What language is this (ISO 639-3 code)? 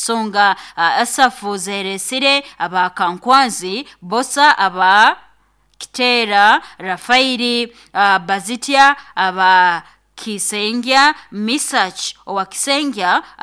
nyo